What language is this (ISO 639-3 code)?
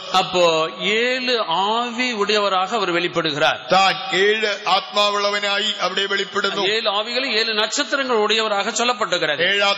mal